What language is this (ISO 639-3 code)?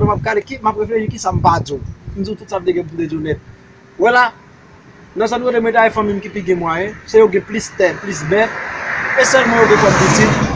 hat